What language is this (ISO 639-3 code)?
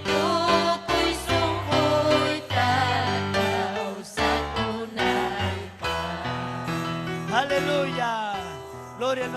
quy